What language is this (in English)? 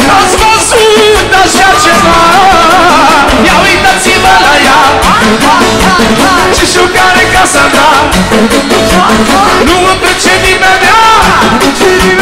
Romanian